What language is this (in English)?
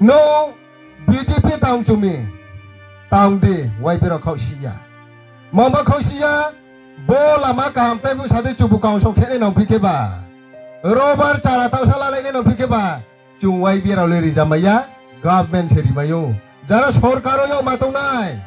Riang (India)